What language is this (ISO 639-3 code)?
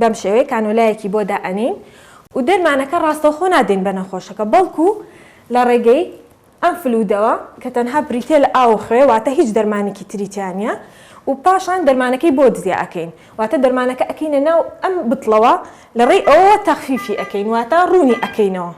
ckb